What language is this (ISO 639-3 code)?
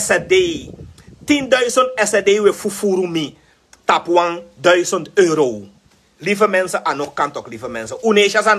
srn